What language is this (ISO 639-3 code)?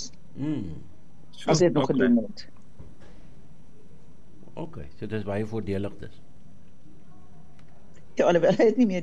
afr